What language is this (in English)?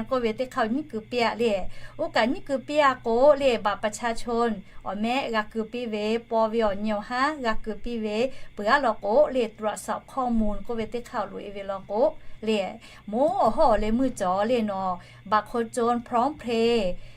Lahu